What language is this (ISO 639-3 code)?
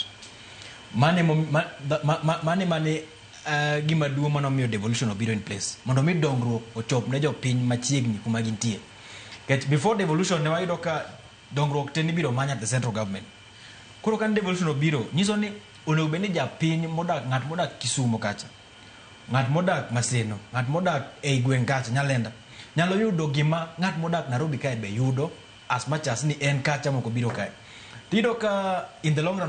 luo